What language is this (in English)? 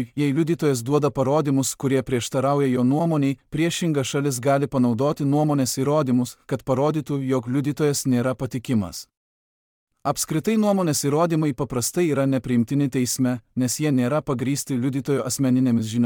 Lithuanian